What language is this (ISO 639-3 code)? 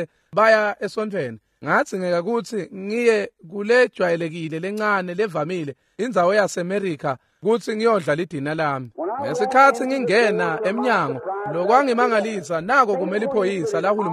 ssw